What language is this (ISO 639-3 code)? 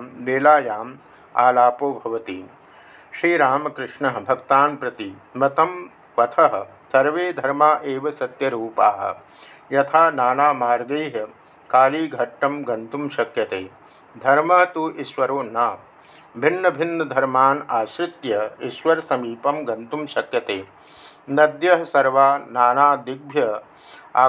san